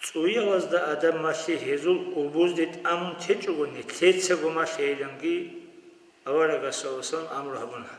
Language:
Avaric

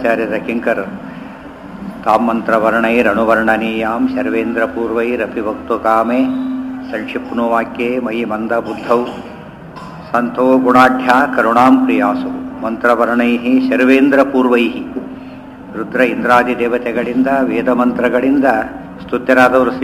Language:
Kannada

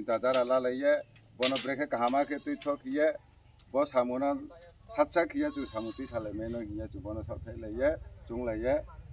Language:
Kok Borok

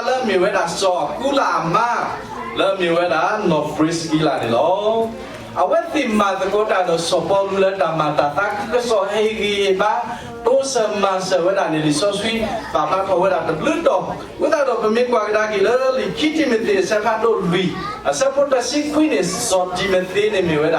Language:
S'gaw Karen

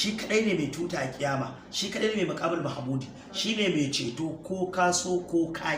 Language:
Hausa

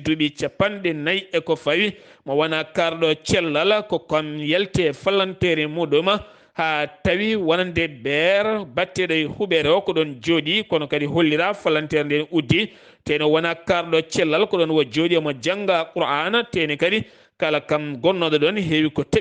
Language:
Fula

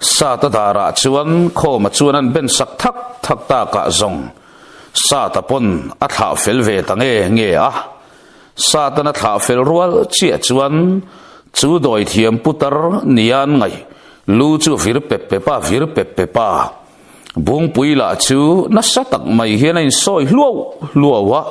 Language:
Mizo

